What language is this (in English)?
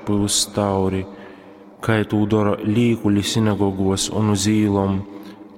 Latgalian